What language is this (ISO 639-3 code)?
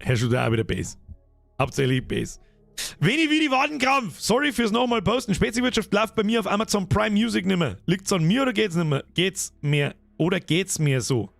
bar